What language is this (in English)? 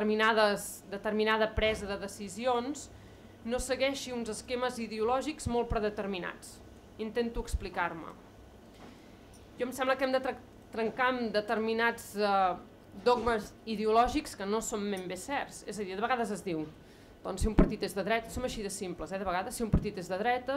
Catalan